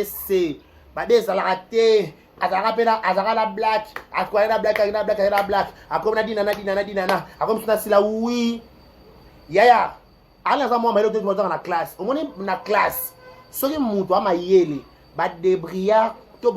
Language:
Lingala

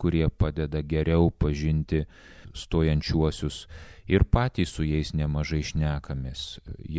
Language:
Lithuanian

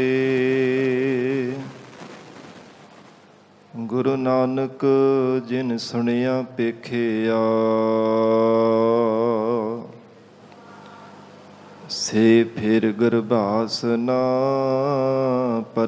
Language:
Punjabi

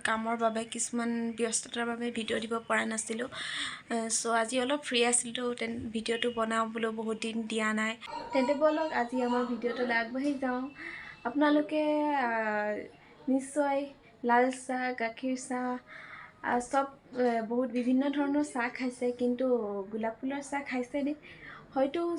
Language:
Assamese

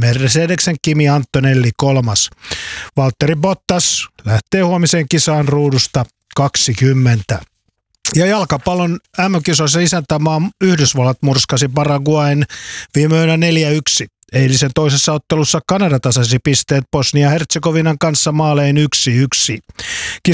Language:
Finnish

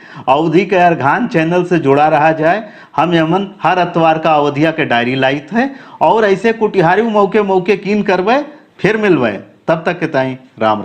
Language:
Awadhi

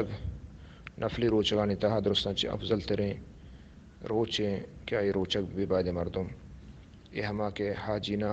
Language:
Baluchi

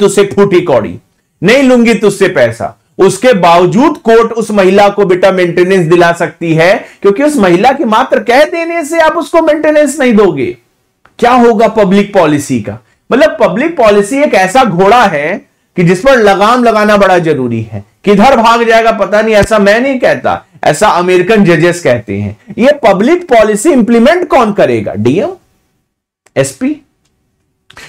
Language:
Hindi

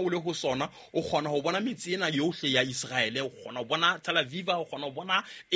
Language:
Southern Sotho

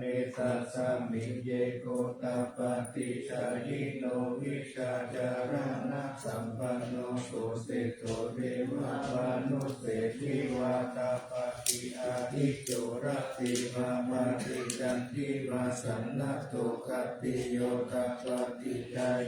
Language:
Pali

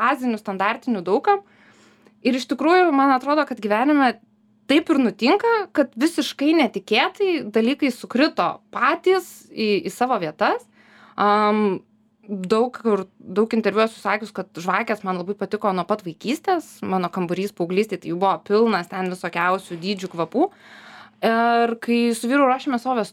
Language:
Lithuanian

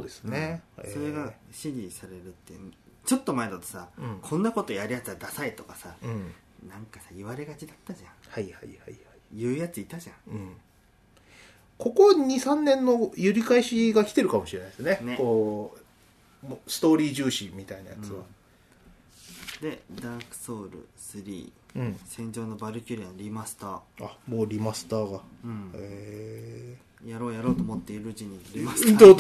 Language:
Japanese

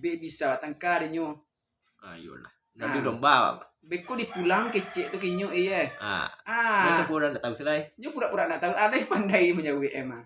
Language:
Minangkabau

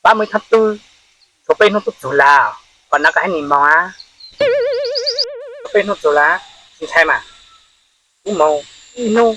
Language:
Hmong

